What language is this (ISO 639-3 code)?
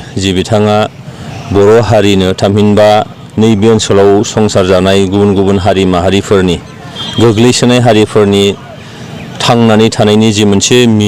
brx